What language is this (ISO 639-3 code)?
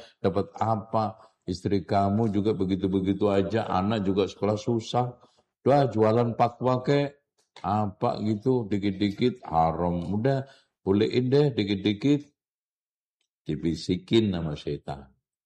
ind